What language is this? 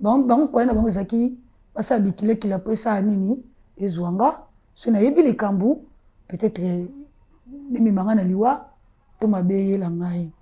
Lingala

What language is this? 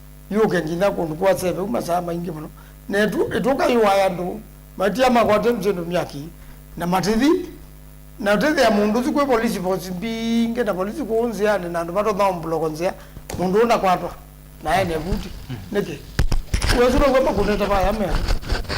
Kamba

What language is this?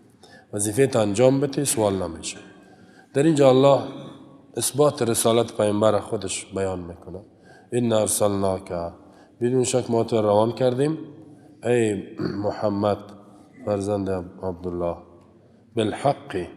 Persian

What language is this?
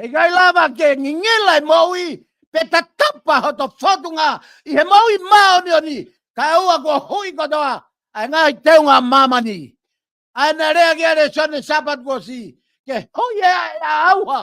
Tongan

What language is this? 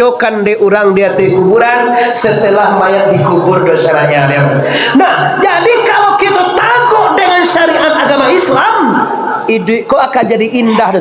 Minangkabau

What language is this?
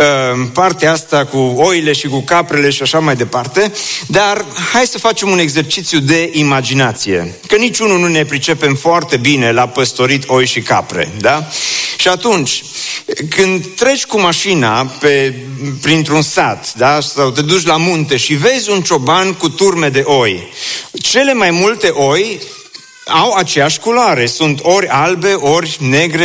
Romanian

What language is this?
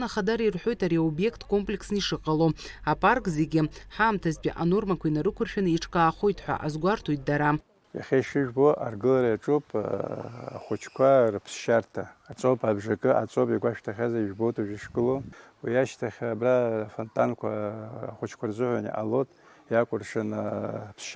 Abkhazian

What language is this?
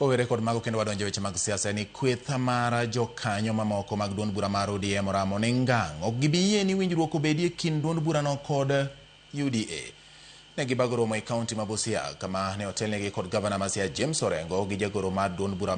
Luo (Kenya and Tanzania)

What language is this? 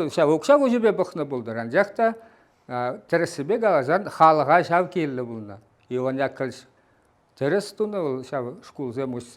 Chuvash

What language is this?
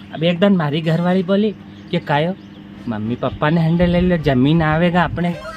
Rajasthani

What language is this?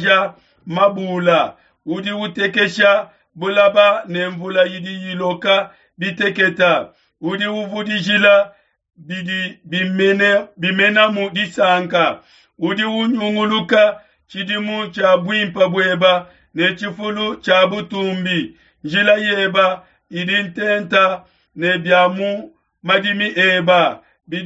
Luba-Lulua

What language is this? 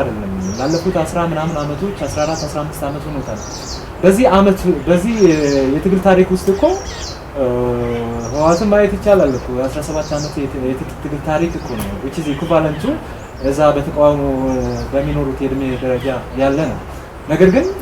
Amharic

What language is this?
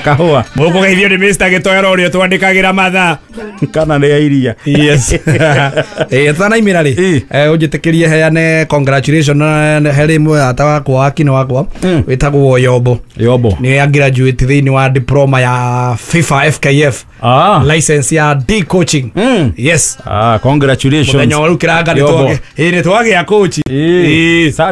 Kikuyu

